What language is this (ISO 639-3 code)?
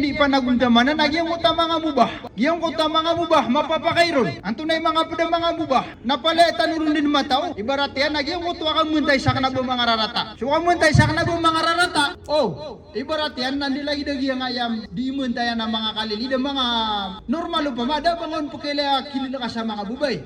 mrw